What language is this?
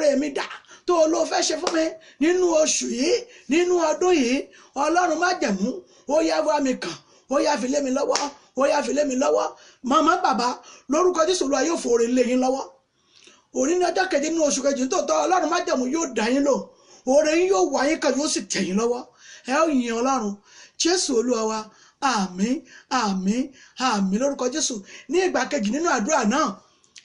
Yoruba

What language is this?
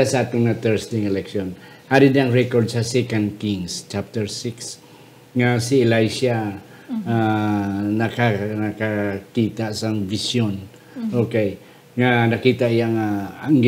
Hiligaynon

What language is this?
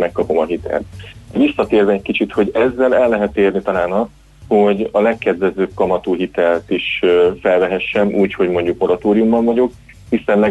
Hungarian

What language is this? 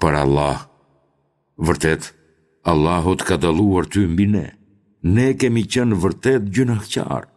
Albanian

